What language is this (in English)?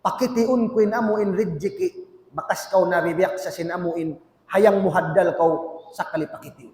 Tausug